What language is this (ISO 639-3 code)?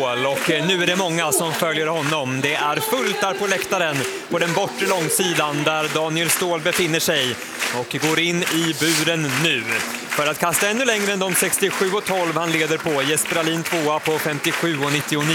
swe